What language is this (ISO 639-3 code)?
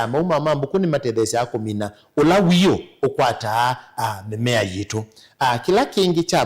kam